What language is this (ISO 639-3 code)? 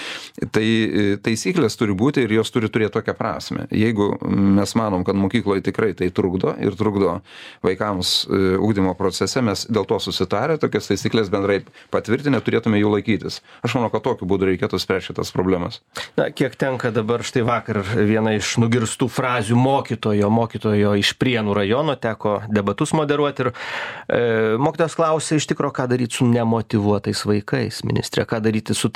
lit